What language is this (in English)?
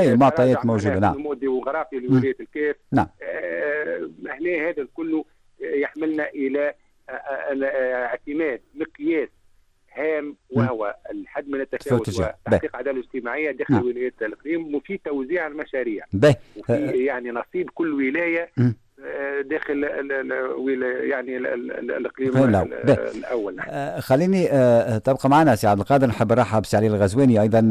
Tunisian Arabic